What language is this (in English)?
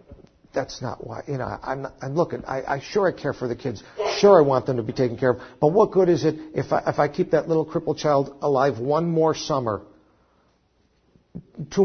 English